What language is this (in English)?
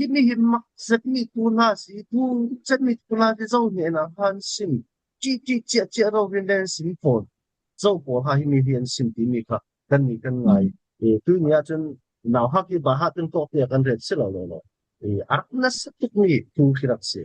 Falam Chin